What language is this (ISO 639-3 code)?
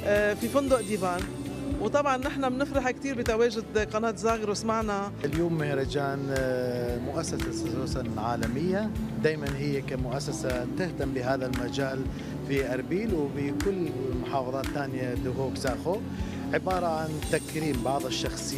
acm